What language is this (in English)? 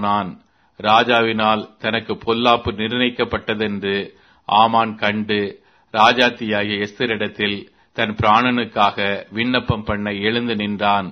Tamil